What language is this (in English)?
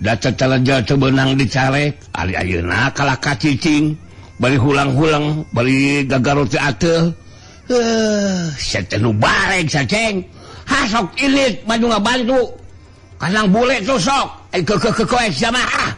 Sundanese